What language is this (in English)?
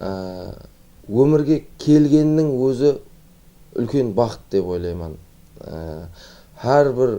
Kara-Kalpak